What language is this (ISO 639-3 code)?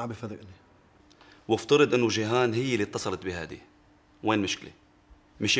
apc